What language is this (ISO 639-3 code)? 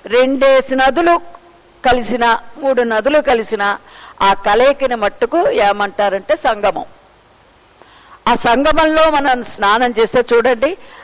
tel